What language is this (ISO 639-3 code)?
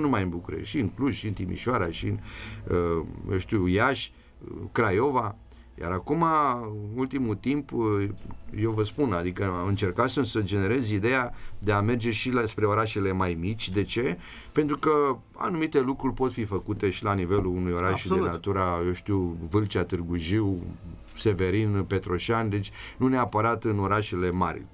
ron